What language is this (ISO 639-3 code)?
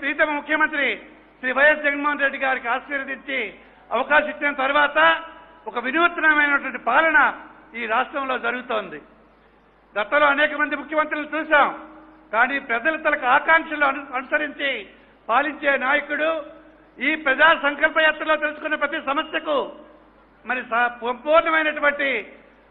tel